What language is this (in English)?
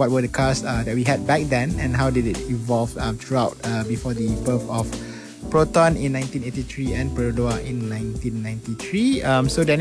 English